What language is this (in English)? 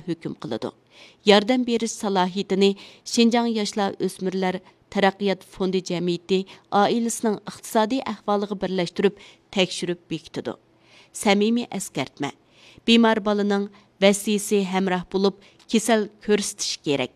Uyghur